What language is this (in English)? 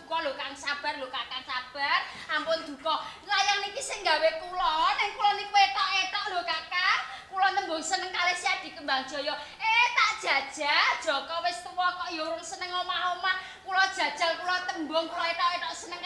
Javanese